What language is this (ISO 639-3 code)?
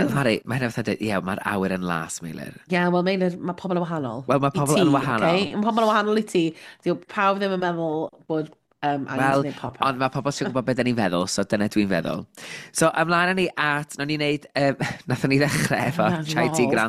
cym